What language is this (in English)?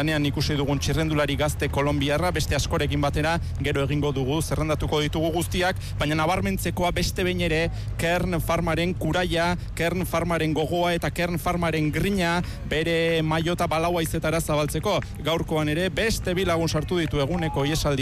Basque